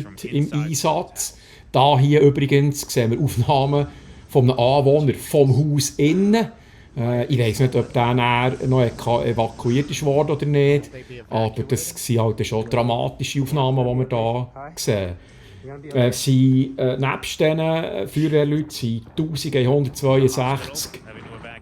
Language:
Swiss German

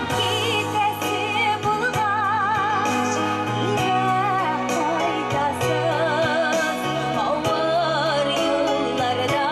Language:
Tatar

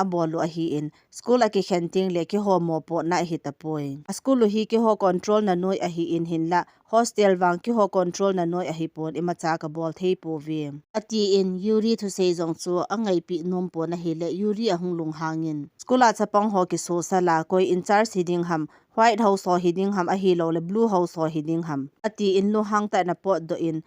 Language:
Thado Chin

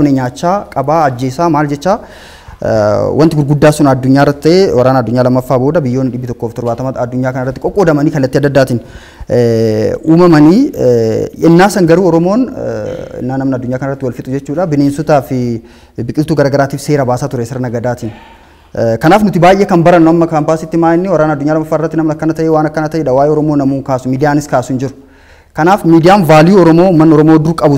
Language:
Oromo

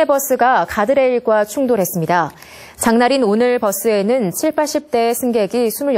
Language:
Korean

